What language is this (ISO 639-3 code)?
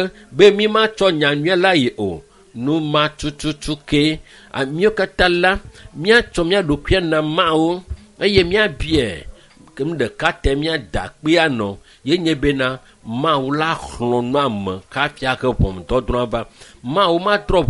ewe